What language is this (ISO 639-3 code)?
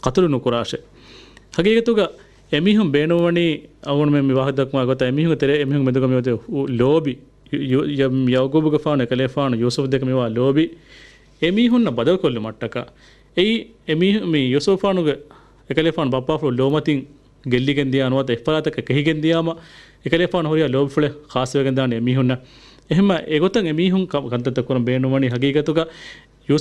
div